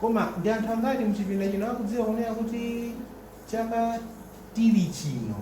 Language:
Nyanja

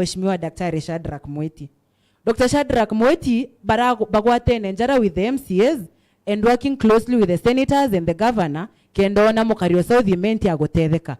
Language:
Meru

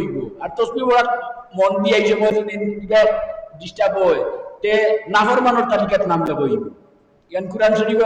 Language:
Sylheti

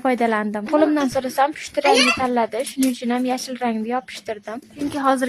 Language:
Uzbek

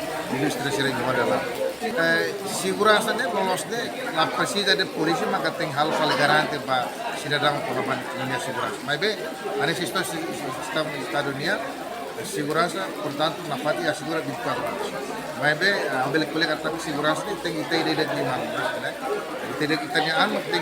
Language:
Tetum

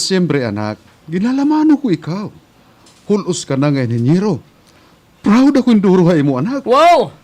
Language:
Waray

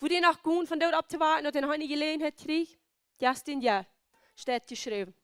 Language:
Plautdietsch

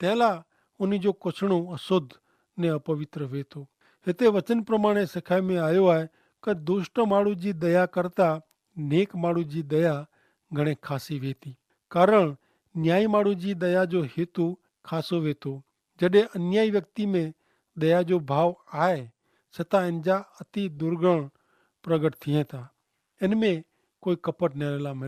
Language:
Kachhi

